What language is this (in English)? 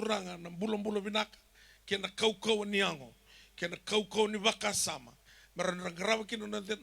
Fijian